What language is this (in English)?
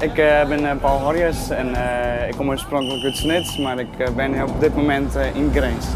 Western Frisian